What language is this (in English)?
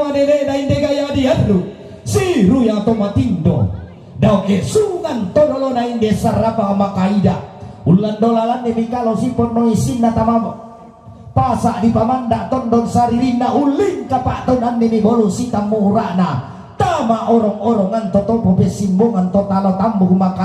Toraja-Sa'dan